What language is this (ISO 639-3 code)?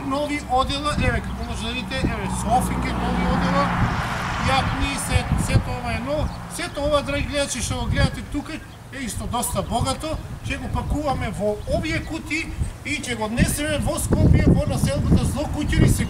mkd